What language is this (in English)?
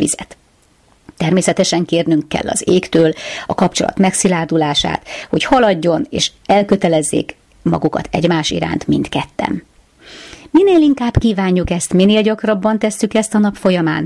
Hungarian